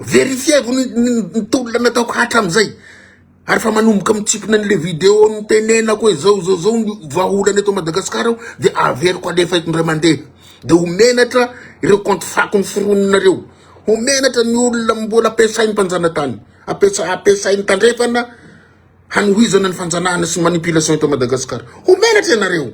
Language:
Malagasy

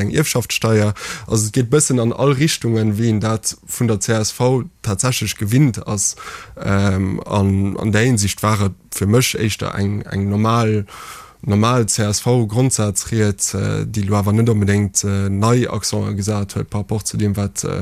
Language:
Luxembourgish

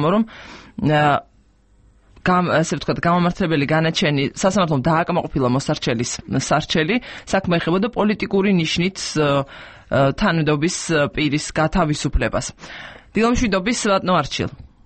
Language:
Georgian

